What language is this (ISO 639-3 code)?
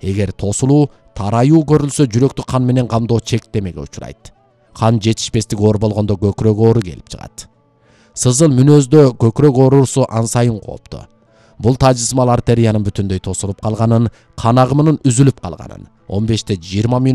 kir